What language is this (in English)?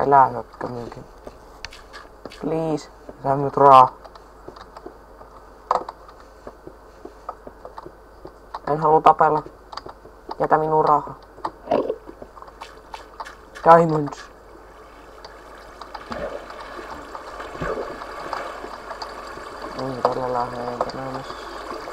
Finnish